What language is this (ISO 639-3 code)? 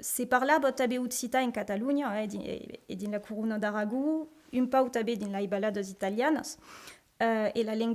oci